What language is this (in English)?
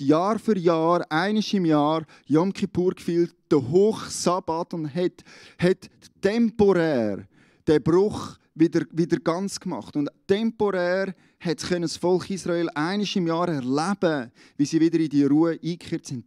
Swiss German